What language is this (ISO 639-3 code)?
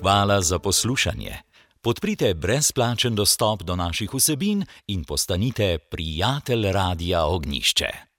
slv